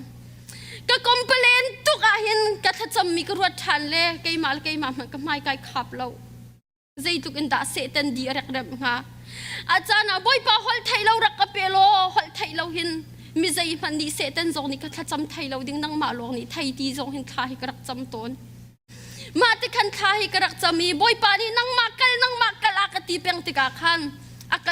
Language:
Hakha Chin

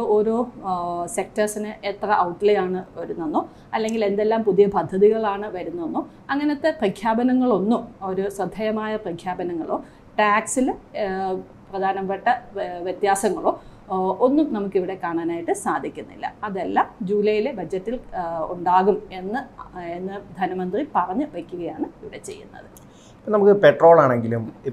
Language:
Malayalam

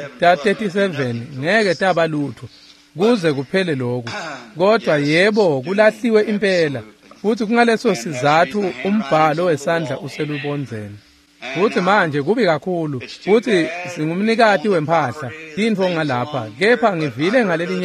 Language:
Swati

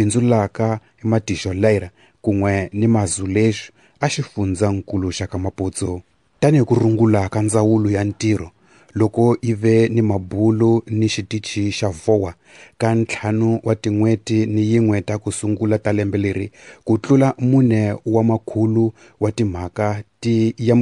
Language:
Tsonga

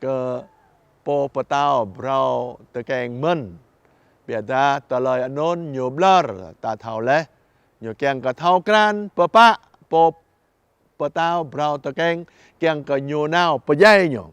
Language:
Jarai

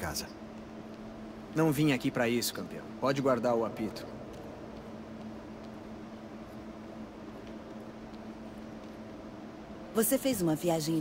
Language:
Portuguese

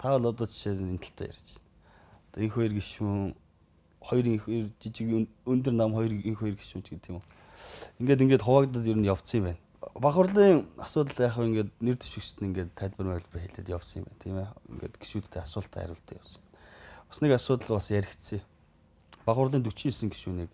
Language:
Mongolian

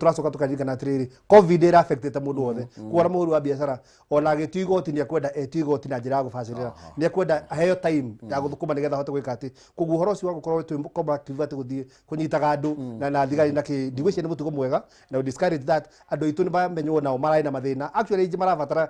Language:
Kikuyu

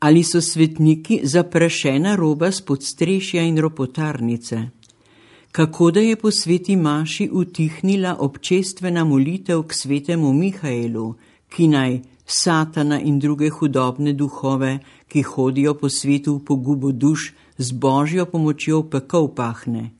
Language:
Slovenian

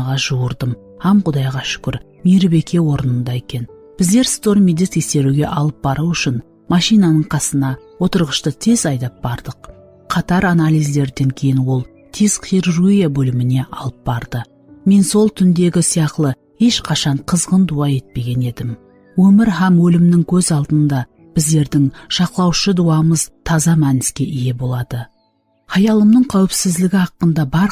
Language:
Kara-Kalpak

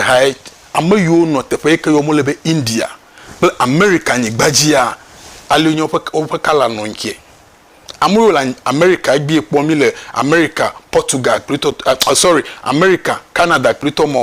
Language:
Ewe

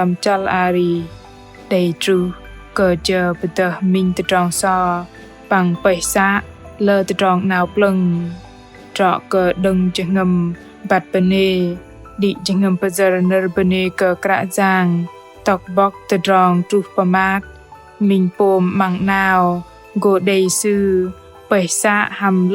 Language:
Bahnar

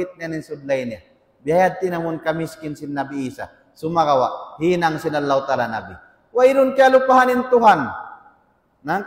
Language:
Tausug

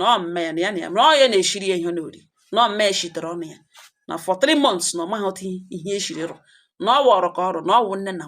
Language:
Igbo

